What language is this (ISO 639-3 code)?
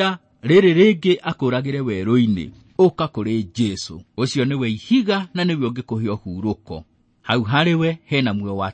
kik